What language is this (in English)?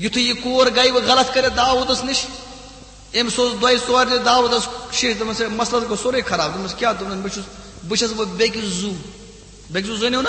Kashmiri